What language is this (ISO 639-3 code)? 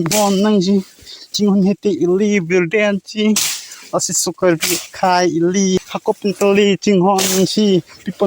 mjw